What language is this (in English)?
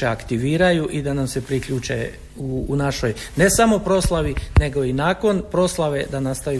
Croatian